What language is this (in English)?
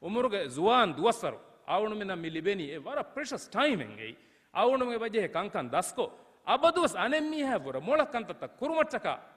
Divehi